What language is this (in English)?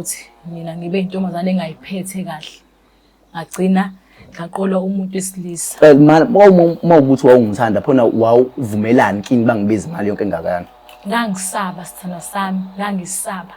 Zulu